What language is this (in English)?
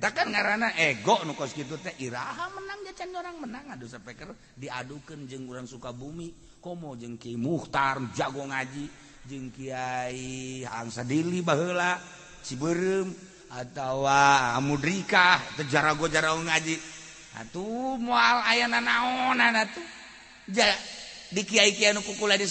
Sundanese